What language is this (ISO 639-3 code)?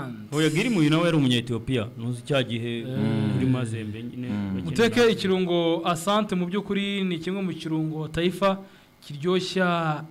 kin